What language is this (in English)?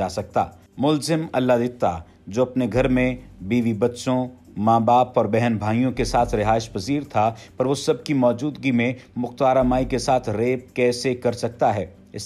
Urdu